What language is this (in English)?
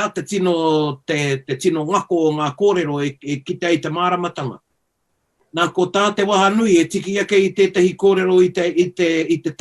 Māori